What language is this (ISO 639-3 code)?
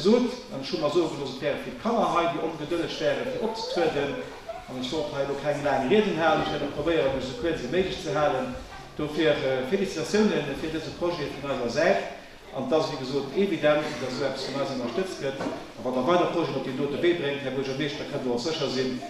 ltz